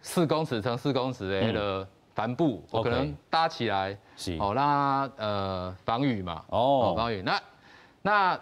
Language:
Min Nan Chinese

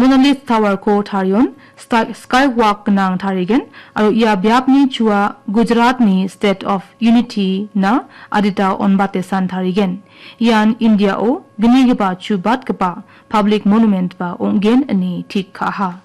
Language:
Garo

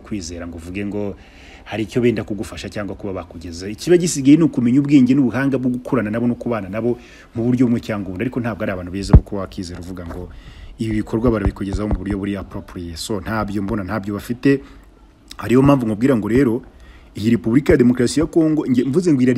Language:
Kinyarwanda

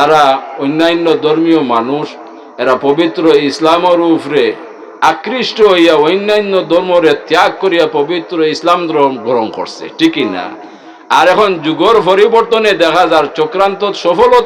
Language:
Sylheti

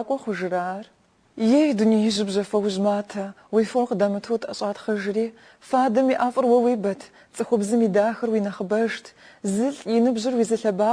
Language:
Kabardian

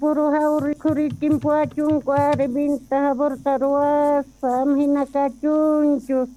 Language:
South Bolivian Quechua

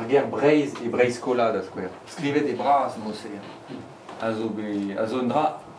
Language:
Breton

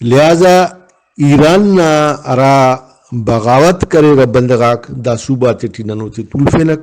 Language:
Brahui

